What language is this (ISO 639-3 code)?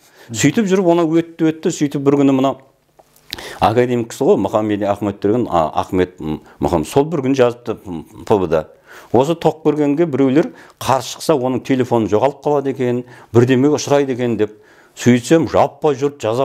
kaz